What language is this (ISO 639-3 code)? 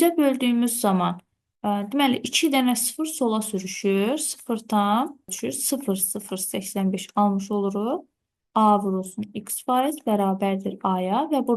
aze